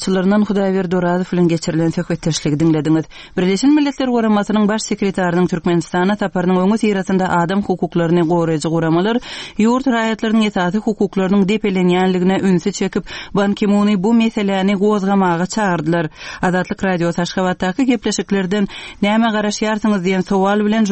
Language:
Turkmen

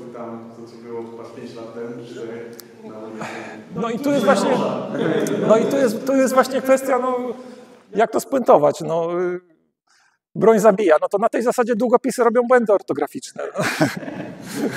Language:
Polish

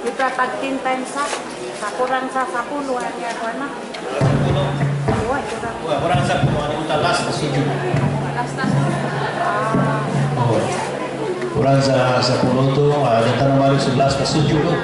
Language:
Maranao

